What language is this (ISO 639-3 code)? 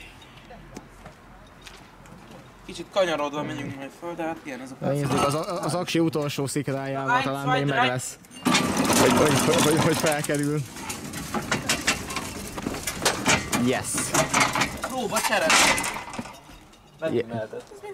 hun